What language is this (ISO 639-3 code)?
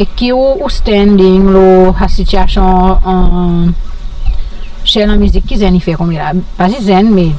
crs